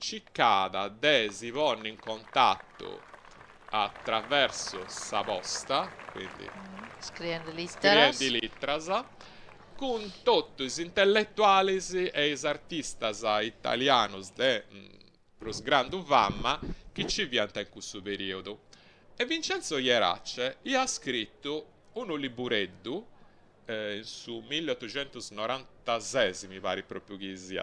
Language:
Sardinian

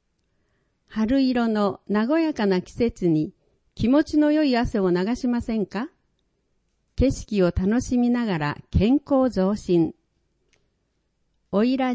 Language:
Japanese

